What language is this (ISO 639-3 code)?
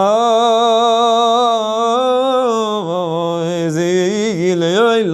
yid